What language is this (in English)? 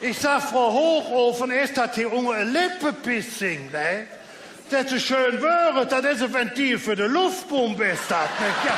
Colognian